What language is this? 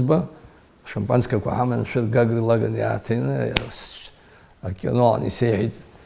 Abkhazian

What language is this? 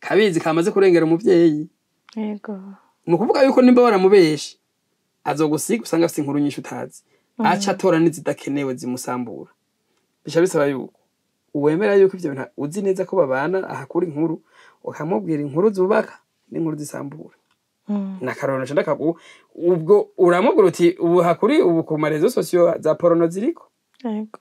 Rundi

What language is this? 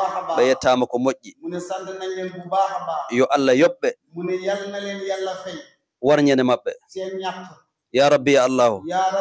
Fula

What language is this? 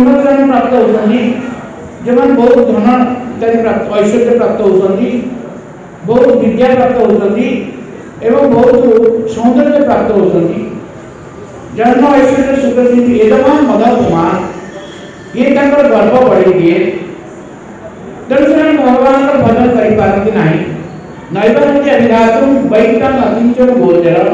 Odia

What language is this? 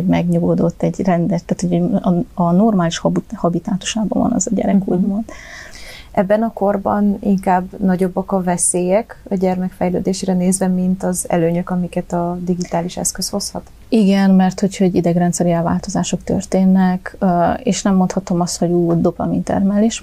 Hungarian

